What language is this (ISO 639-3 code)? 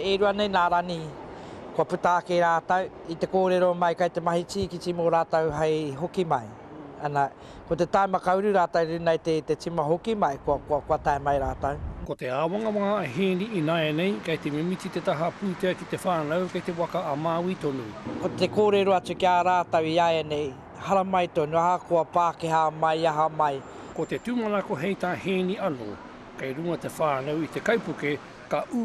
mri